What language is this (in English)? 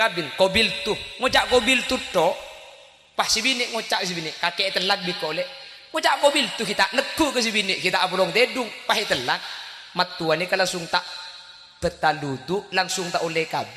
Madurese